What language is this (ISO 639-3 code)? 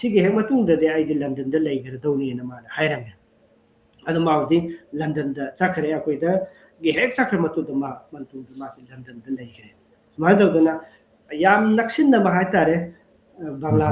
mni